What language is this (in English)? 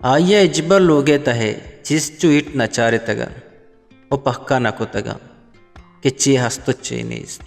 Eastern Balochi